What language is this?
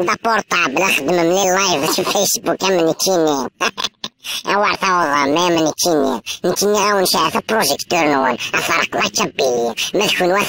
Kabyle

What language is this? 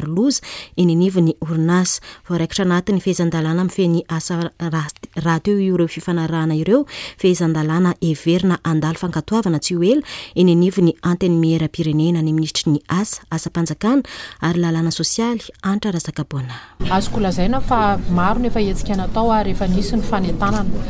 Malagasy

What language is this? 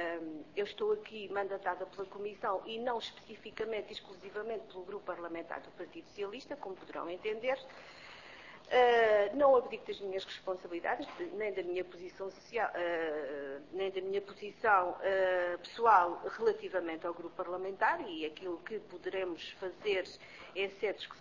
Portuguese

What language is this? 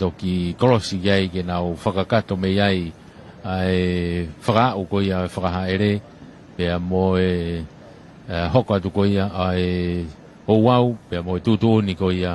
Tongan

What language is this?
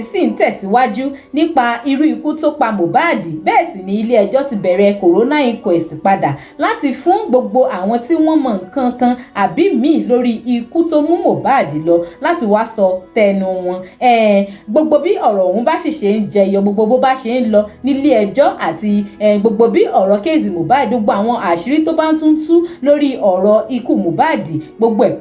Yoruba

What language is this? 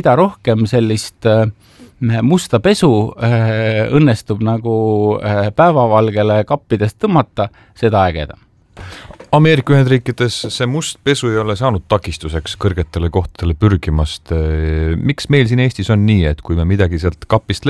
Estonian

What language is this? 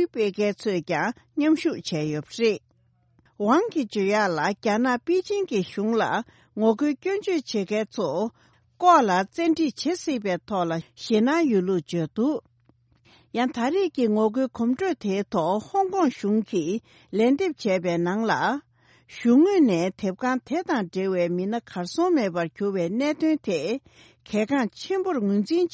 Tibetan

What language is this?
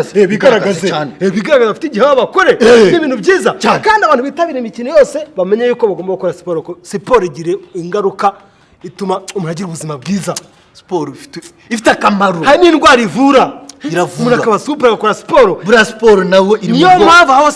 Kinyarwanda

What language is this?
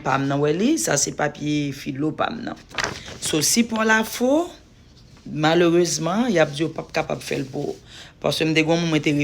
Haitian Creole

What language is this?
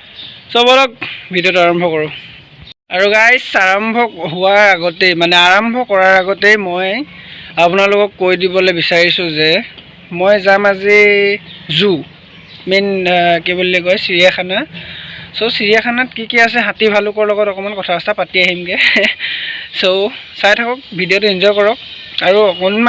Assamese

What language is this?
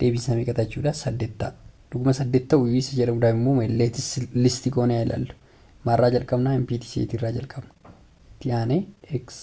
Oromo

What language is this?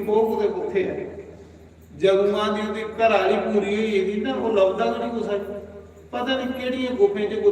Dogri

